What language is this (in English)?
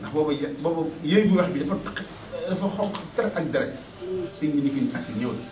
Wolof